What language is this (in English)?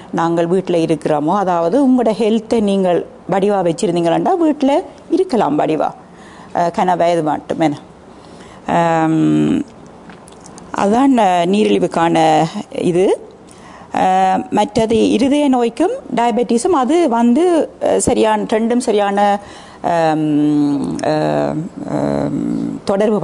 Tamil